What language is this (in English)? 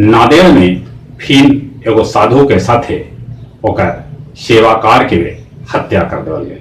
Magahi